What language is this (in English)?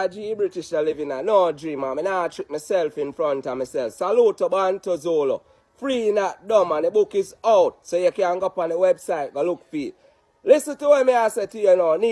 Jamaican Creole English